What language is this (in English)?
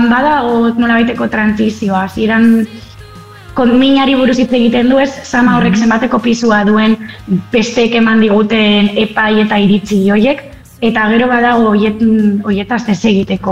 Basque